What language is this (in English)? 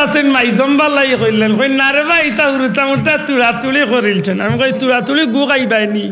Sylheti